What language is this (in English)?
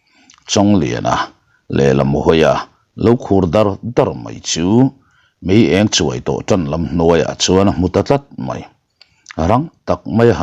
Mizo